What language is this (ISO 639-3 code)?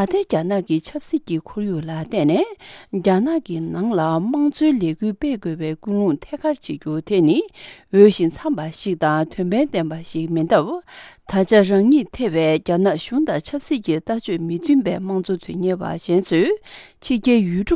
bod